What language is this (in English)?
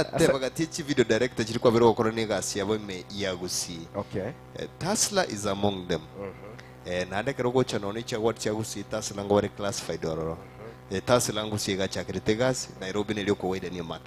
Gusii